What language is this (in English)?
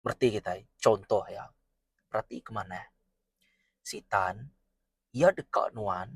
Iban